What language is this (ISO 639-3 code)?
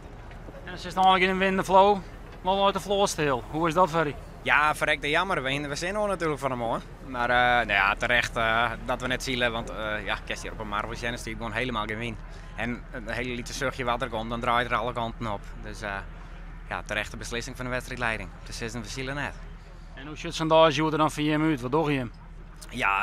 fry